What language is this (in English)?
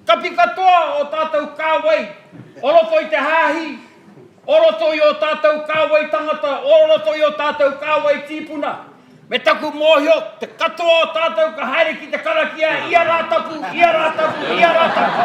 Māori